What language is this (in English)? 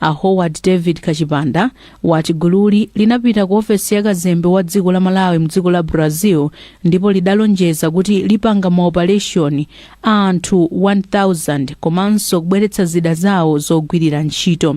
Nyanja